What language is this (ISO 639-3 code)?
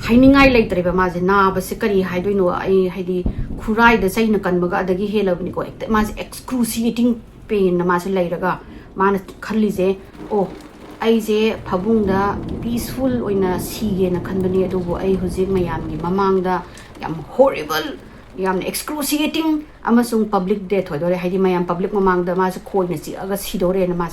mni